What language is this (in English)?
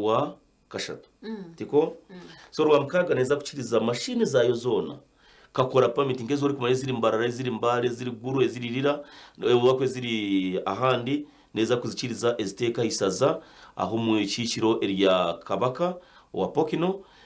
Nyankole